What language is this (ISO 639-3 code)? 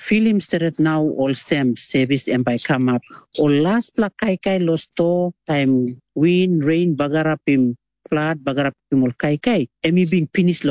tpi